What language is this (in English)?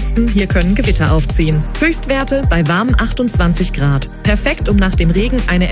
German